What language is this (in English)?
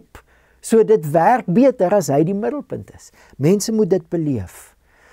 Afrikaans